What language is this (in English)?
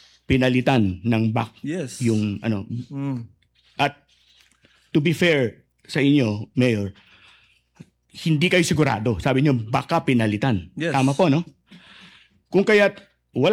Filipino